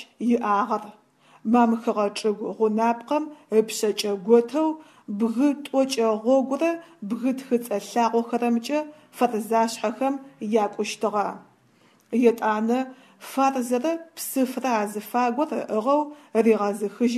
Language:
Adyghe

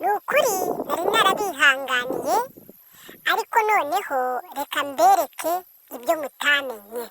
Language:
Kinyarwanda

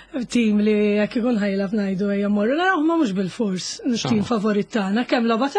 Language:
Maltese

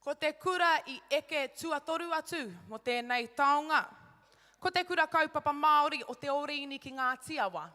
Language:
Māori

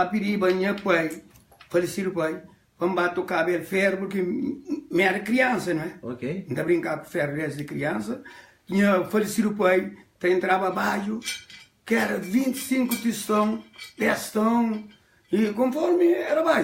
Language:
Kabuverdianu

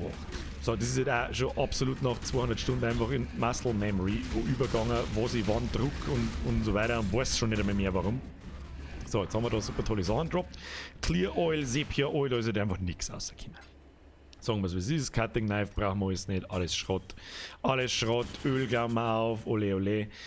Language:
Bavarian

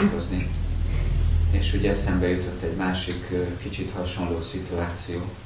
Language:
Hungarian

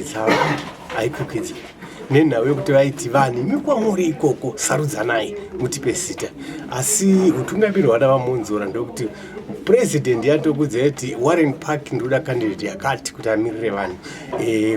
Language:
Shona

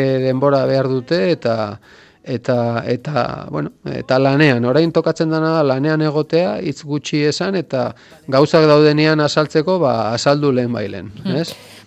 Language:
Basque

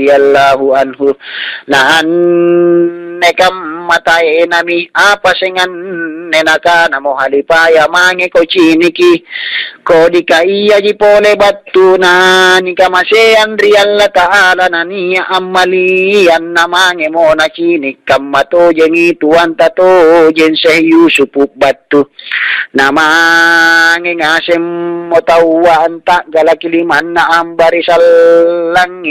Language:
Makasar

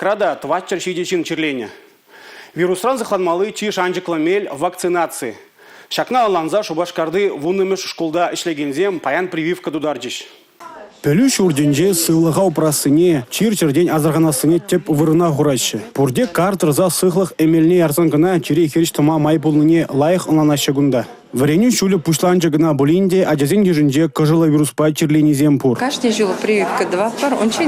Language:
Chuvash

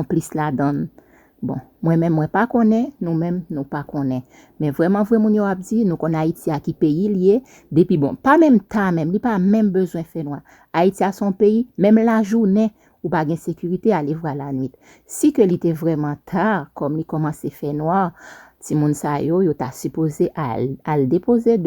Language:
Haitian Creole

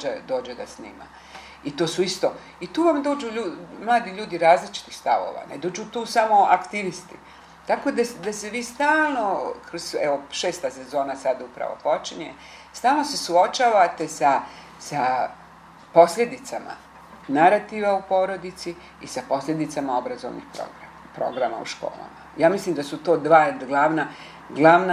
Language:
Bosnian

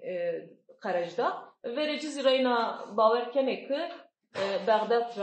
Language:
Zaza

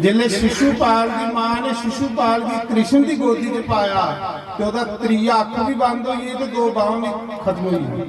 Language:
Dogri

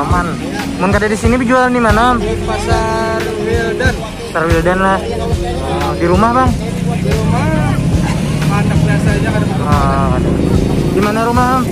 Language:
Banjar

